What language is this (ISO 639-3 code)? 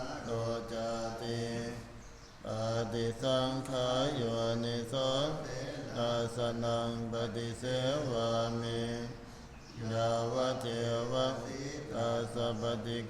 pli